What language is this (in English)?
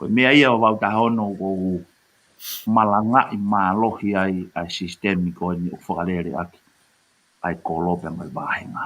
Tongan